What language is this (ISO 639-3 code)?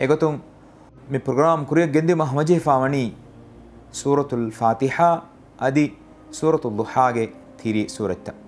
div